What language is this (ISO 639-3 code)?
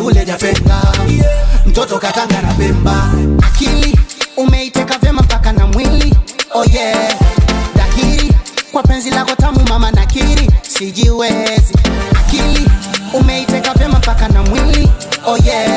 swa